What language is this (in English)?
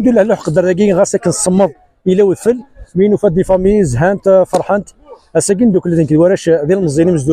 Kabyle